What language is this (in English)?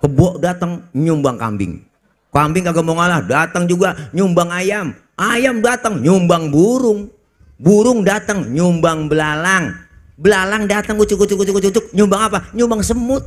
Betawi